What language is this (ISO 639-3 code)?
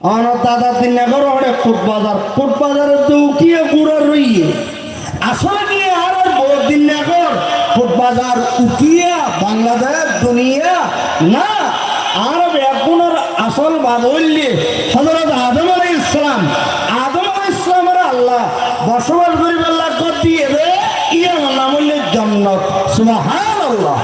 rhg